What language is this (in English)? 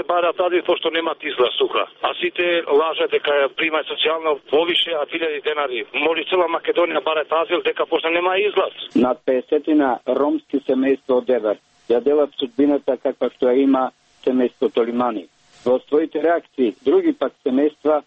Macedonian